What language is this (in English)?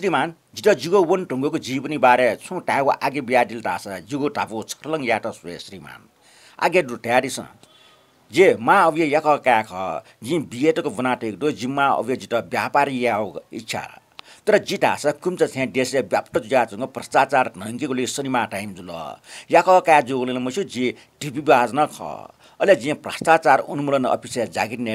Newari